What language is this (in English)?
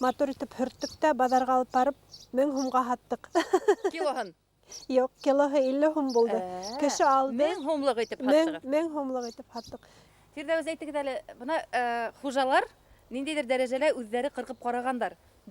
Bashkir